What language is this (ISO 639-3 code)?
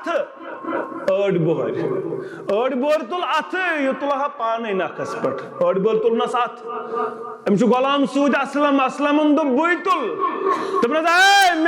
kas